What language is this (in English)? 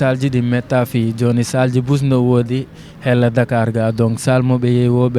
Fula